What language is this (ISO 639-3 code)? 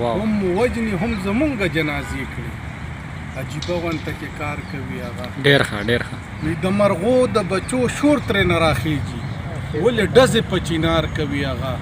pus